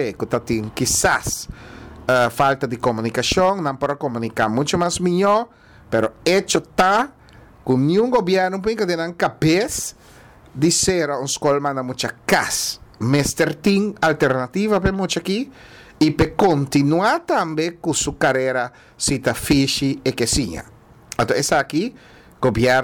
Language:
Papiamento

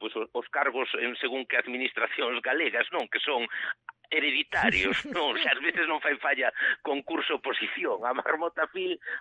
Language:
Galician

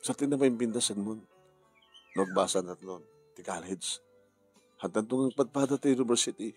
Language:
Iloko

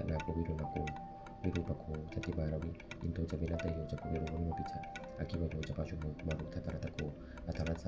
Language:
Pali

